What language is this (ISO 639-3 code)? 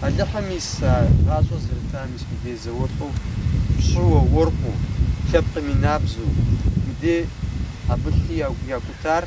kbd